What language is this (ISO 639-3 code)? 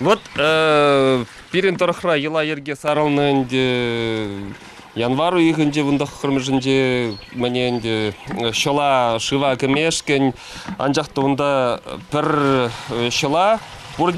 chv